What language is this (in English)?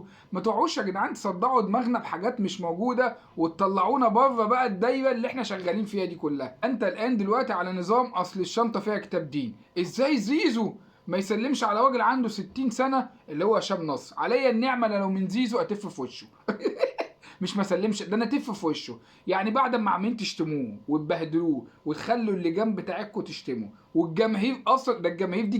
Egyptian Arabic